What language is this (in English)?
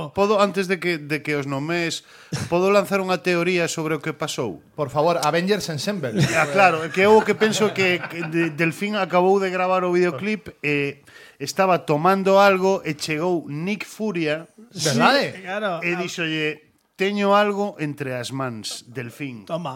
Galician